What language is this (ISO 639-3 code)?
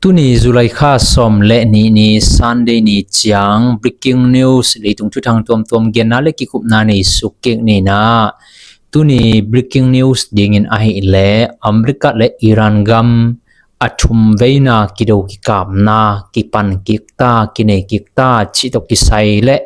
ctd